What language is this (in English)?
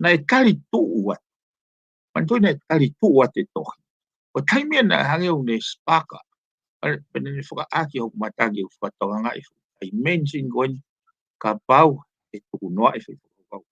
Tongan